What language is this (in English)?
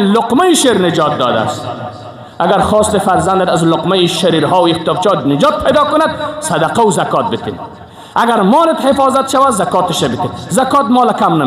Persian